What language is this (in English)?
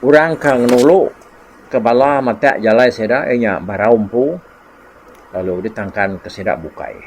Iban